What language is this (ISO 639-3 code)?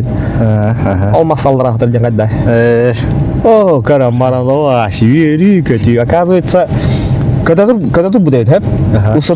sah